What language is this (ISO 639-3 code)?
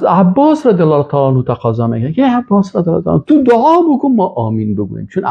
fas